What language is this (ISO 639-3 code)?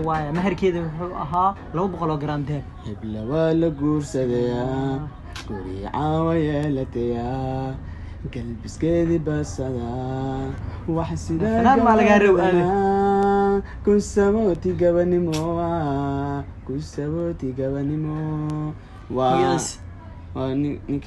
som